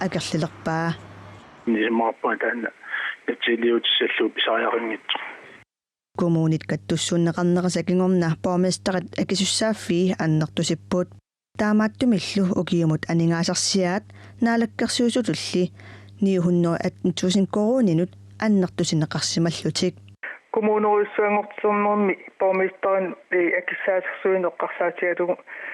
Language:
Kalaallisut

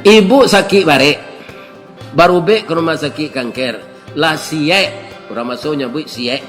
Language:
Minangkabau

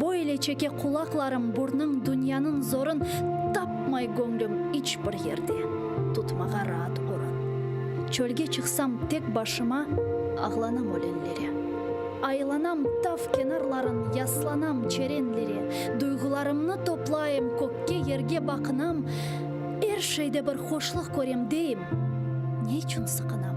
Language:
Crimean Tatar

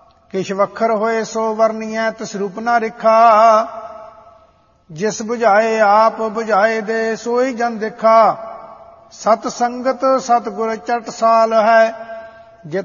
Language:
Punjabi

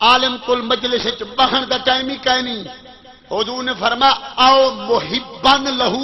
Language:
Saraiki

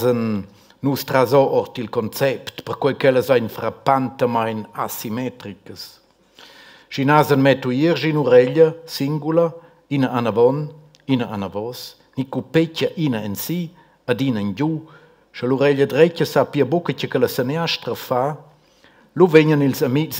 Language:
Romansh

